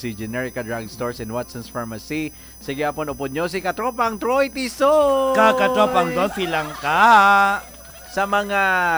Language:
Hiligaynon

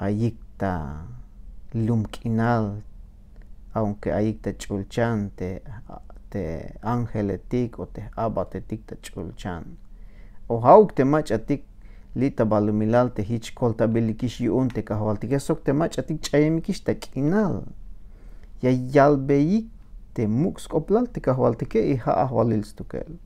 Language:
Tzeltal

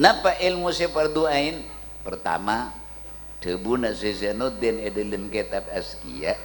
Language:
Madurese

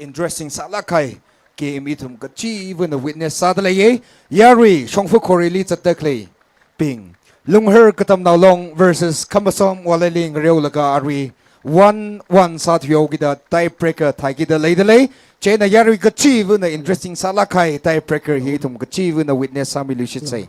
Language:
Tangkhul Naga (India)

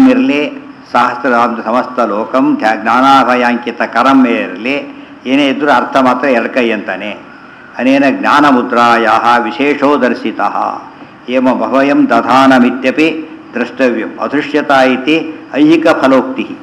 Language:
Kannada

